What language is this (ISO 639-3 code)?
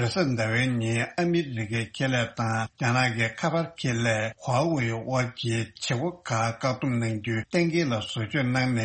bod